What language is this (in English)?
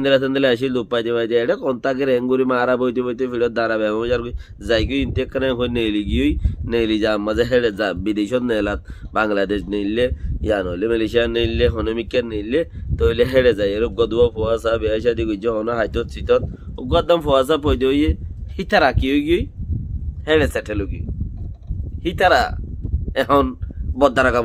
Rohingya